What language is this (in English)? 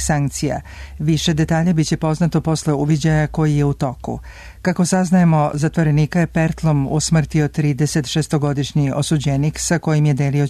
Serbian